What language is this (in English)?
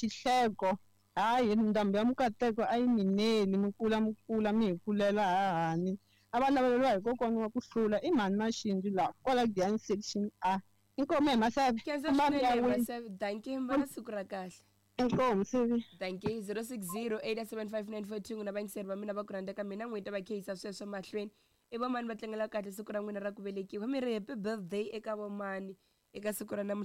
Tsonga